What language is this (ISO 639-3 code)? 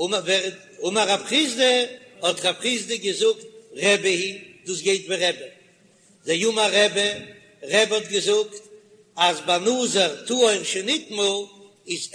yid